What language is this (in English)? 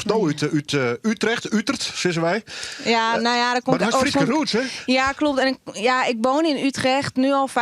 Western Frisian